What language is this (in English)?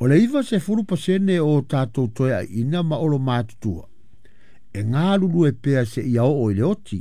Samoan